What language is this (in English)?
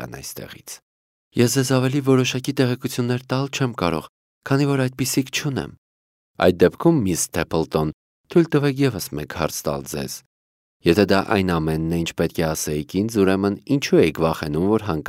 Armenian